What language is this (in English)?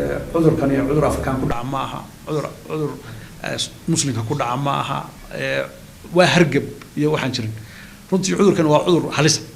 Somali